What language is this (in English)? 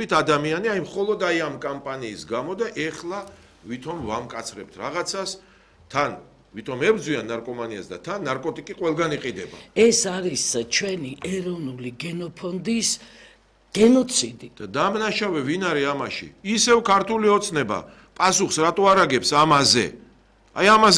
Georgian